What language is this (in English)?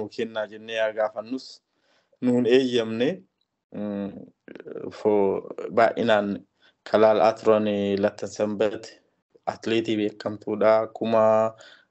Oromo